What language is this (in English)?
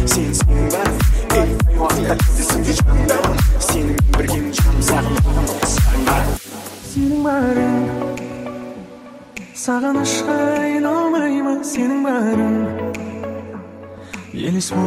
Kazakh